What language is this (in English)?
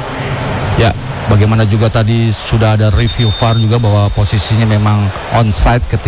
Indonesian